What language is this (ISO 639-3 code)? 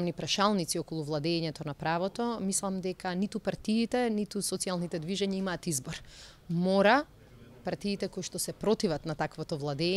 mkd